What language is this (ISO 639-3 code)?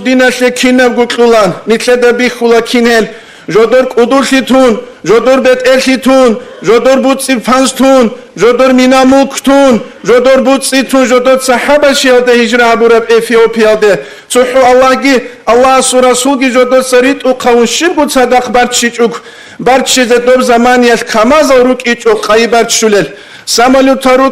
ava